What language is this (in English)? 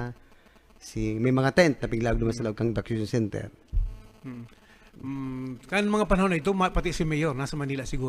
Bikol